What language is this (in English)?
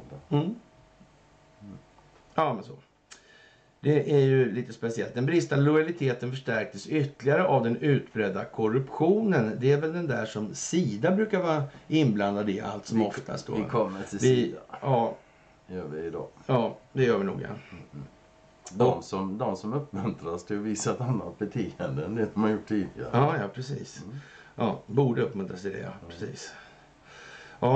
Swedish